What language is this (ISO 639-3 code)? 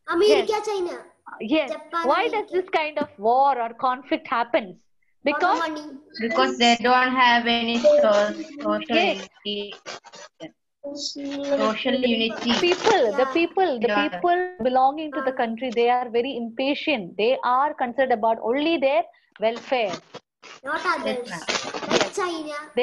eng